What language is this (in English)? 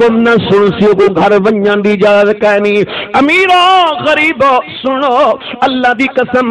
Saraiki